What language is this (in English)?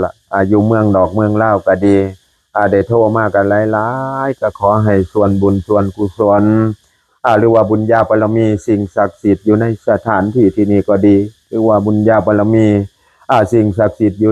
Northeastern Thai